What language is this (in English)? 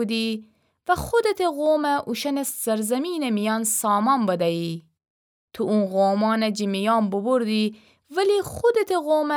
Gilaki